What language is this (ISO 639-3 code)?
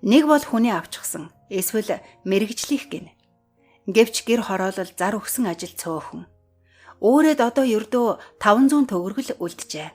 mon